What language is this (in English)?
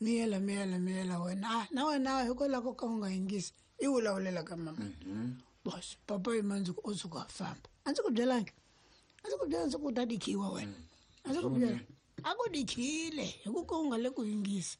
Tsonga